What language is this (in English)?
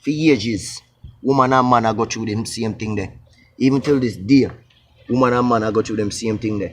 Jamaican Creole English